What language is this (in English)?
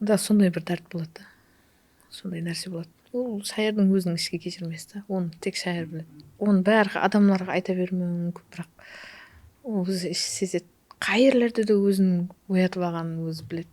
Kara-Kalpak